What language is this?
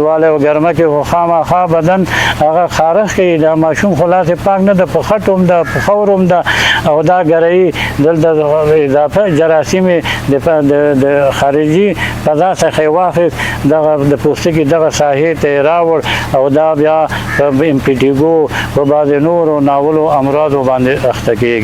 Pashto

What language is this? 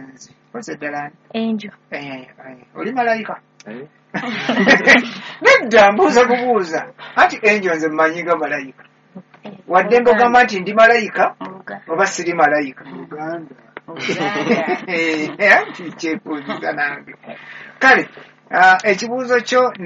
Ganda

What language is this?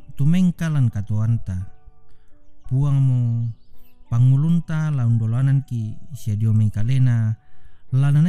Toraja-Sa'dan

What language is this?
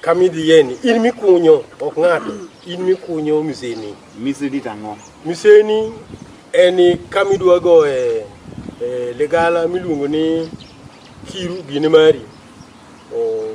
Luo (Kenya and Tanzania)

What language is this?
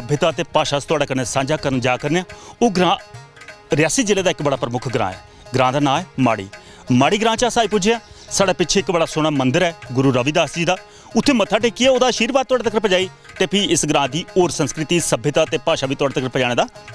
Dogri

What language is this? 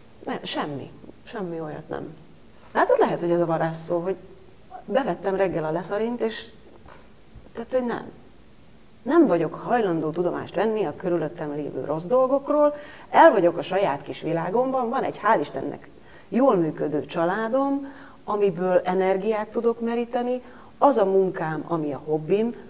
Hungarian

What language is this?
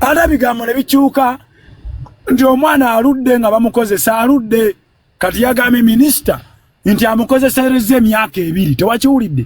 Ganda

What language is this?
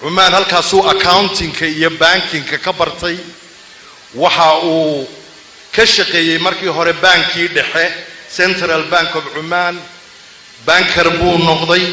Somali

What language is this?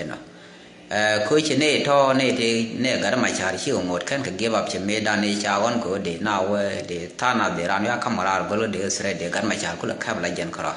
Nuer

